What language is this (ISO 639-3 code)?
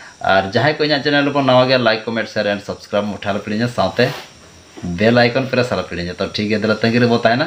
sat